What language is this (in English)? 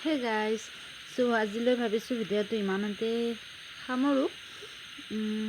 Assamese